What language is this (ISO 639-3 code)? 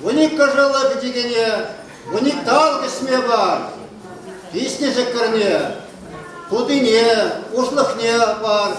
chv